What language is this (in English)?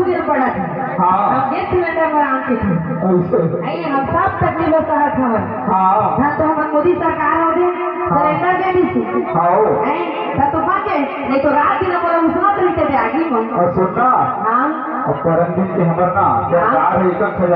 Chhattisgarhi